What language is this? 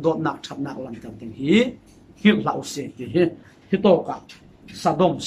Falam Chin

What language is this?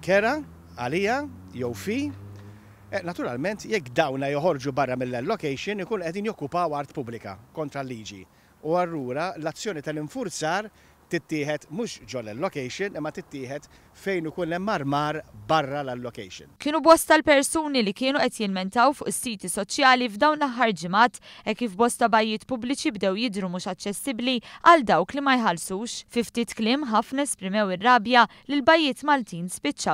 Maltese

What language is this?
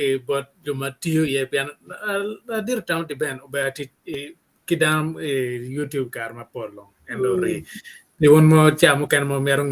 Acoli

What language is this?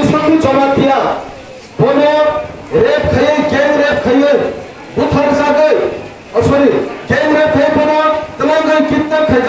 Kok Borok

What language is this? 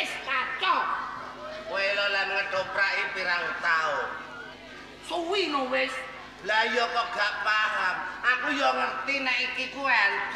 Javanese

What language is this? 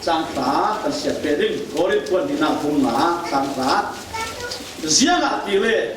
Falam Chin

